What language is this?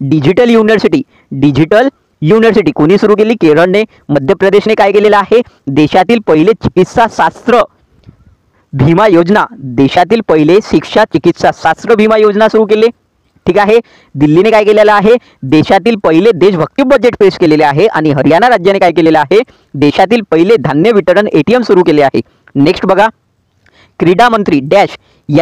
Marathi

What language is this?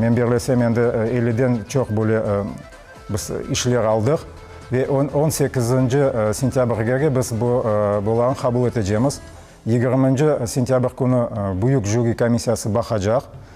Crimean Tatar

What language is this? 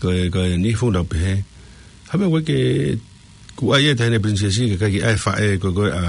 Tongan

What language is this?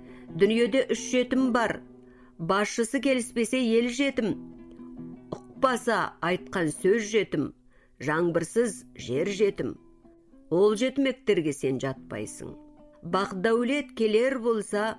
Kazakh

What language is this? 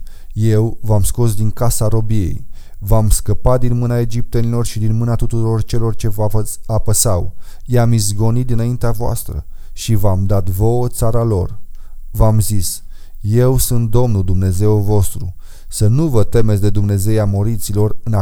Romanian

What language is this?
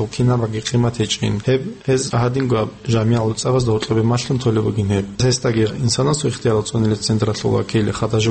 Avaric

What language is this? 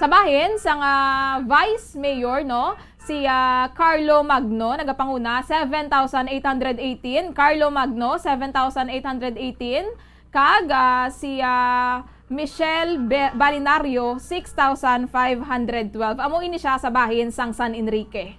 Hiligaynon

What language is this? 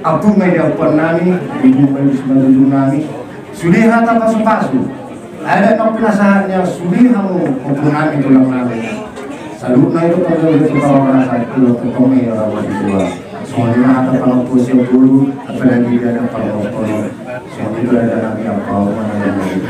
Batak Toba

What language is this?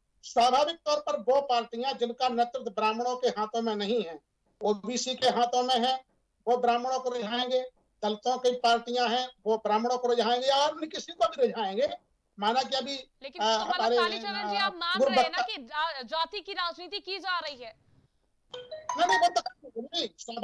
Hindi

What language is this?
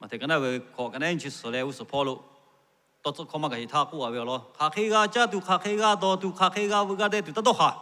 Lahu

